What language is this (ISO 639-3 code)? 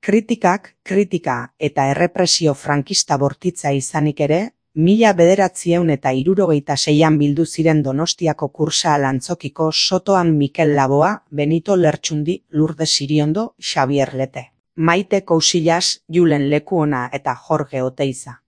eus